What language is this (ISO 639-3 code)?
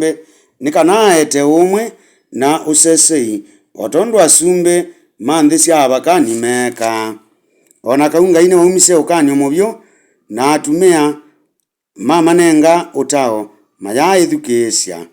kam